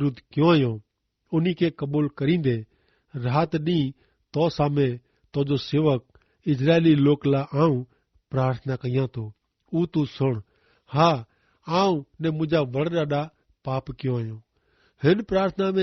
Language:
Kachhi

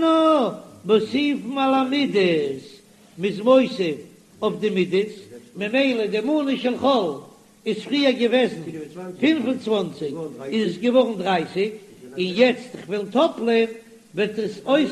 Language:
Yiddish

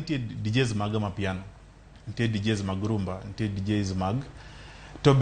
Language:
Luo (Kenya and Tanzania)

